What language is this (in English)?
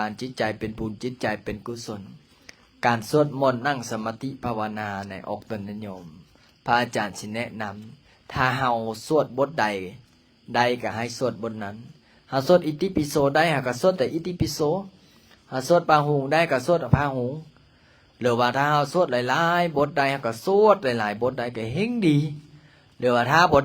Lao